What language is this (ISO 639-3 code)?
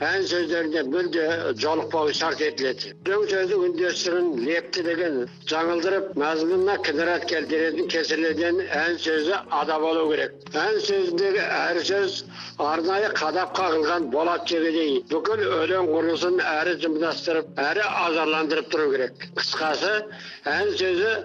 kaz